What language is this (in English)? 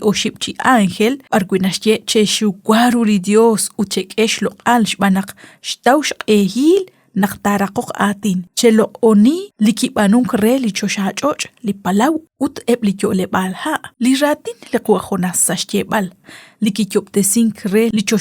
Kekchí